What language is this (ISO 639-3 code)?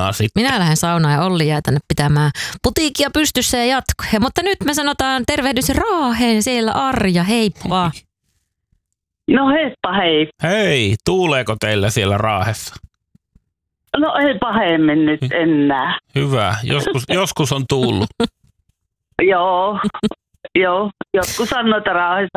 fin